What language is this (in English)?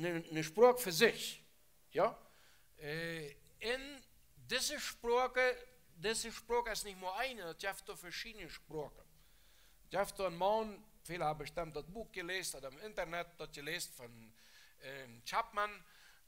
Plautdietsch